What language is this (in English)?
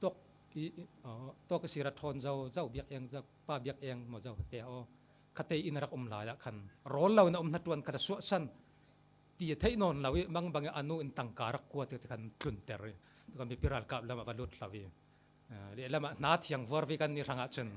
Falam Chin